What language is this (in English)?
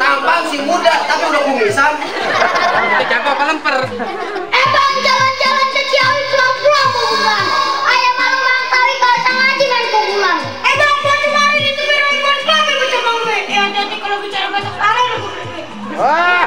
Betawi